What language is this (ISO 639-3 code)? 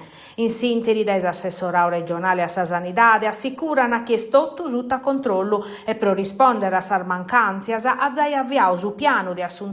srd